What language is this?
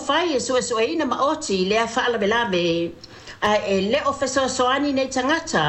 Samoan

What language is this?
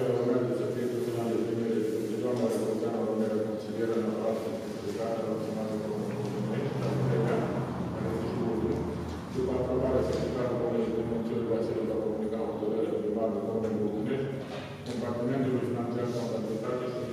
Romanian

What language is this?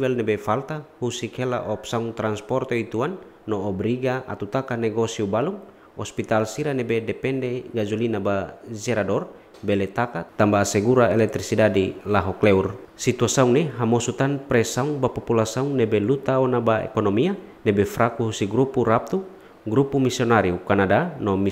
Tetum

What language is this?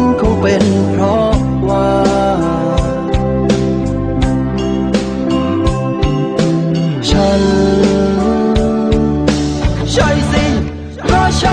Thai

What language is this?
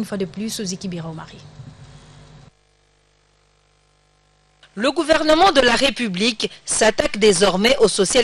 French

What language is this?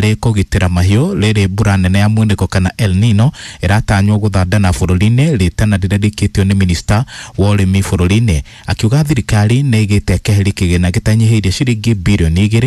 Kikuyu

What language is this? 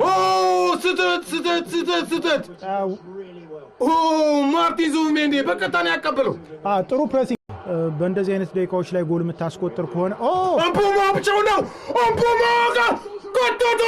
Amharic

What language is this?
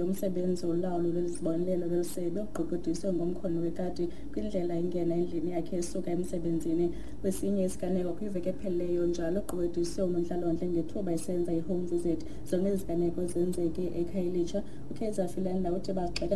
Xhosa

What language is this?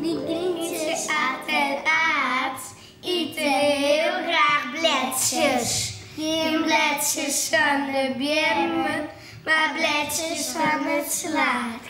Western Frisian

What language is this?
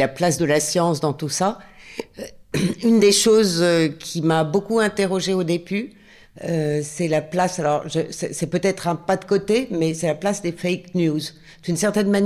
French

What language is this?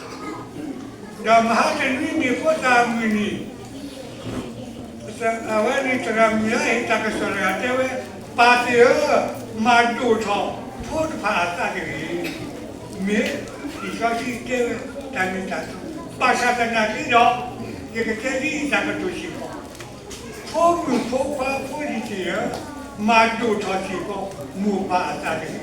S'gaw Karen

